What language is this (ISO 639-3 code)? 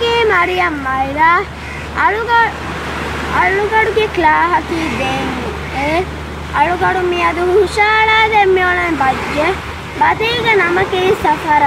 div